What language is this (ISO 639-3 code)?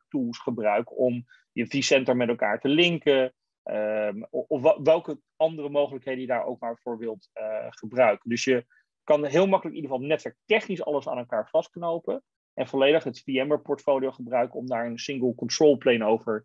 nld